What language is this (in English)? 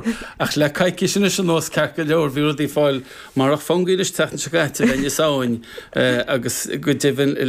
Irish